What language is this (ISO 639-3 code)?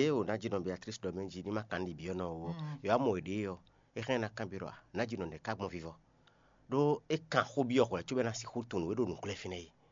fon